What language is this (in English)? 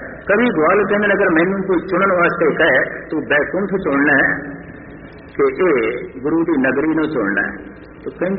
Punjabi